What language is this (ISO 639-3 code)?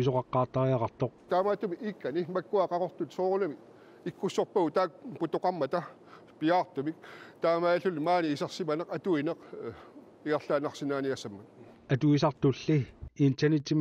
kal